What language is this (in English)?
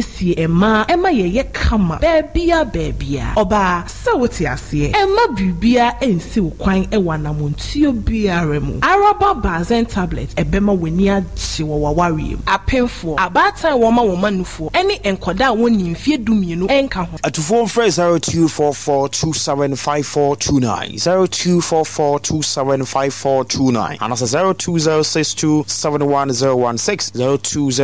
Akan